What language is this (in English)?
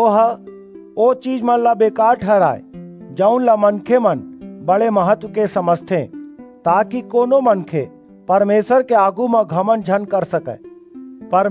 Chhattisgarhi